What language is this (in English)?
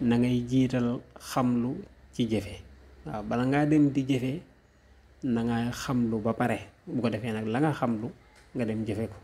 Wolof